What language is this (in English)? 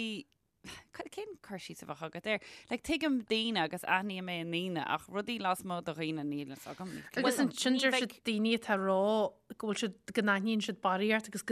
Irish